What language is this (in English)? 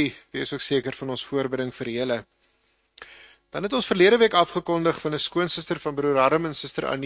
Afrikaans